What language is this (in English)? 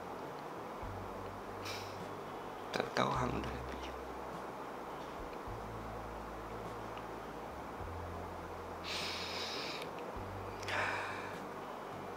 Malay